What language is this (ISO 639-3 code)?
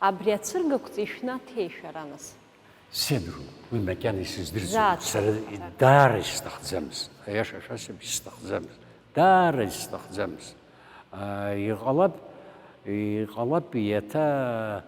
abk